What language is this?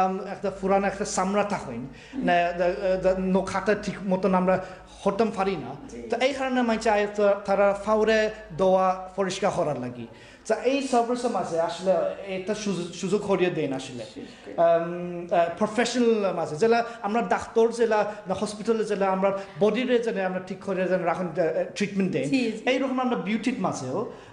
Sylheti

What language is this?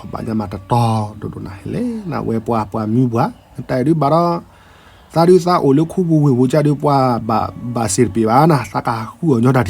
S'gaw Karen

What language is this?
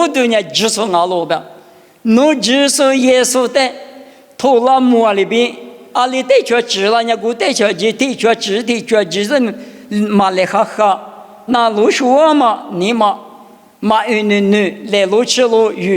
Lisu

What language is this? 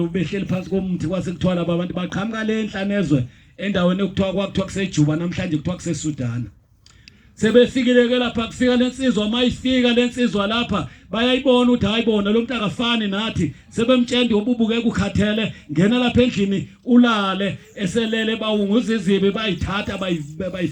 Zulu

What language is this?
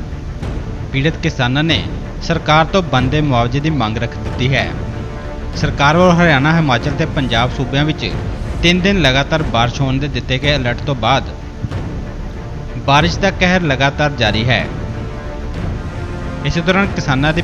Punjabi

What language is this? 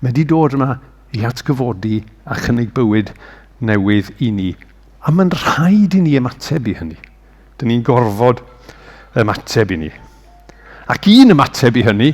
Welsh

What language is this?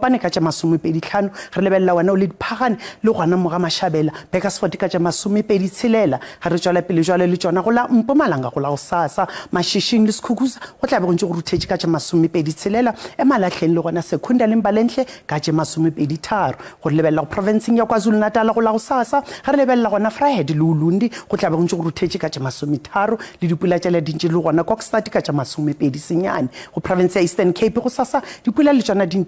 Northern Sotho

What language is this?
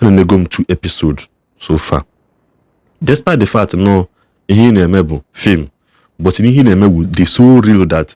Igbo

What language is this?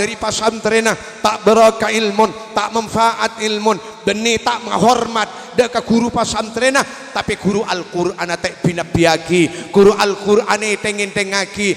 Madurese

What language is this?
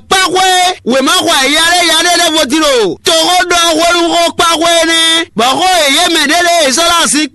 Fon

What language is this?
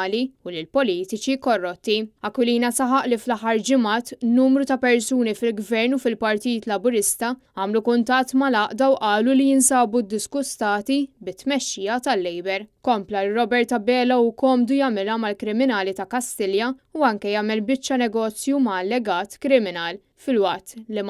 Maltese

